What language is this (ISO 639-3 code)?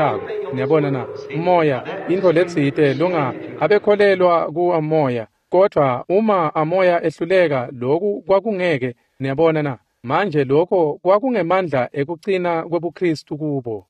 ssw